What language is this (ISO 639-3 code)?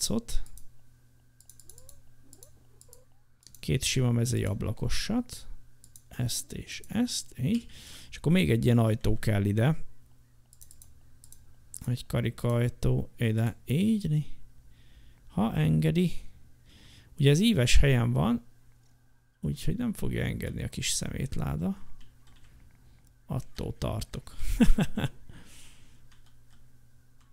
hun